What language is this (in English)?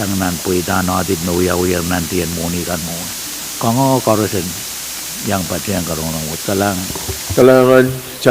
Pohnpeian